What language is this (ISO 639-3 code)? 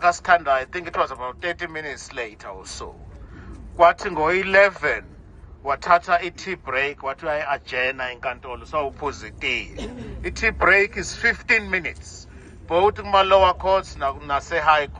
zul